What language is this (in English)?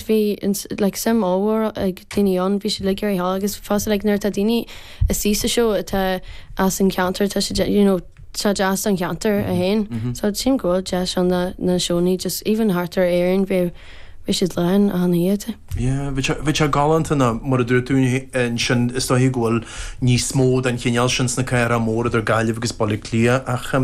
Irish